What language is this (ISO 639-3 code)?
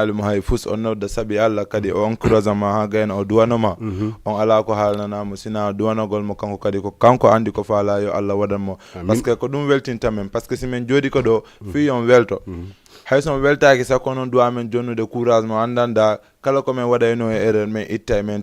ful